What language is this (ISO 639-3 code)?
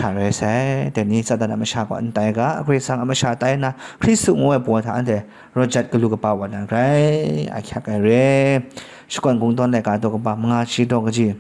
kac